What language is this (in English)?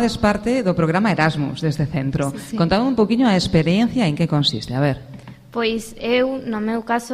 Galician